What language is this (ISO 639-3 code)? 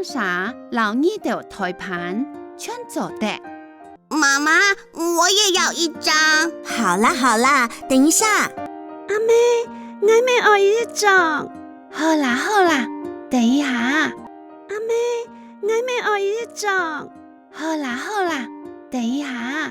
hak